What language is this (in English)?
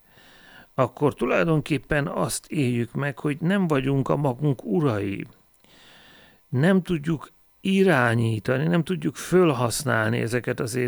Hungarian